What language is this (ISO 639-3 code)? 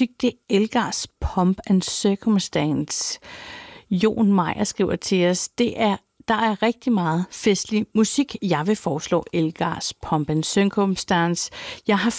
dan